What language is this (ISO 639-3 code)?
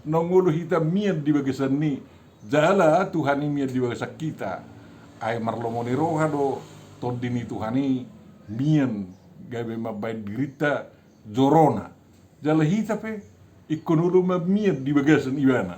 bbc